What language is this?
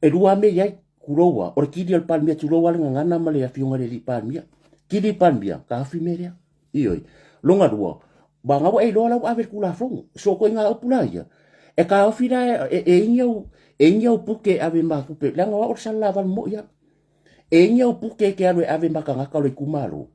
Samoan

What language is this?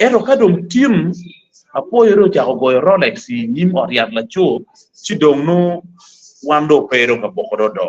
Acoli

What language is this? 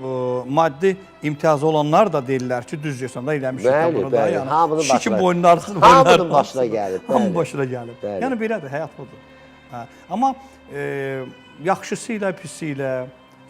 Azerbaijani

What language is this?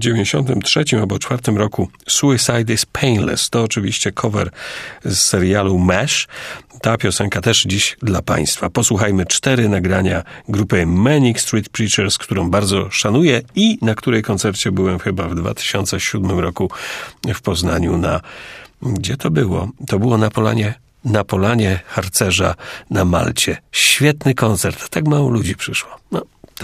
Polish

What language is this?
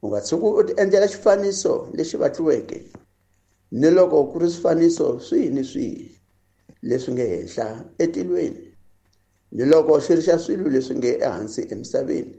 Tsonga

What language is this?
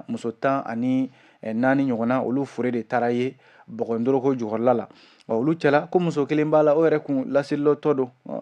Bambara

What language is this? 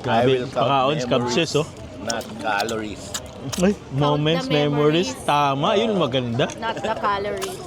Cebuano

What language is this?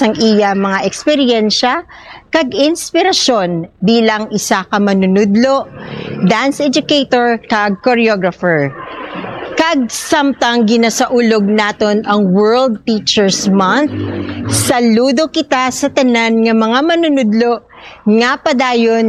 Hiligaynon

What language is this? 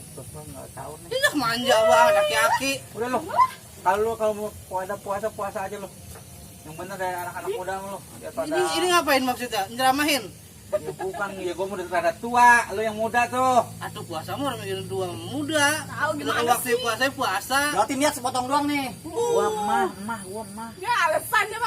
Betawi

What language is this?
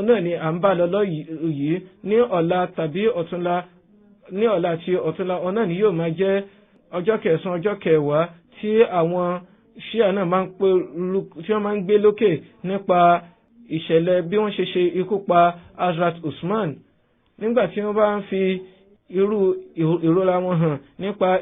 Yoruba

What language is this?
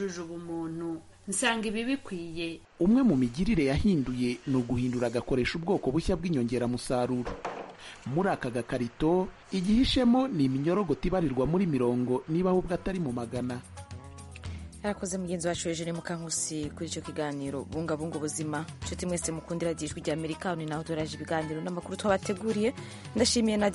Kinyarwanda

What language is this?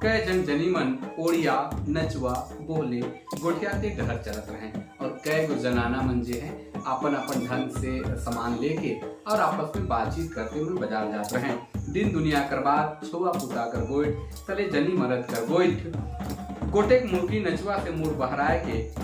Sadri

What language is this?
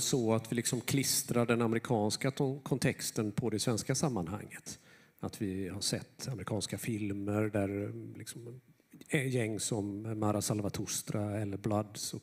Swedish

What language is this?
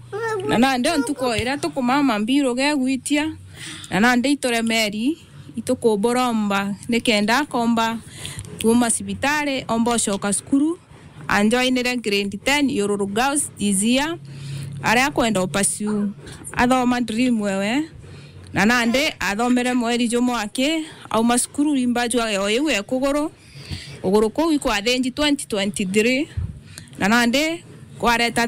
Meru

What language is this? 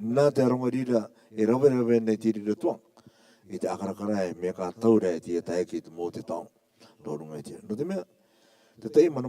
Rarotongan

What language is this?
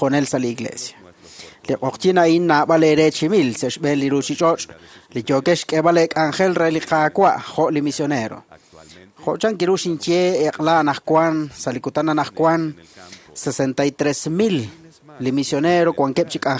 Kekchí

